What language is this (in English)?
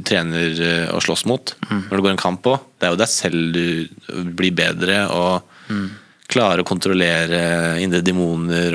Norwegian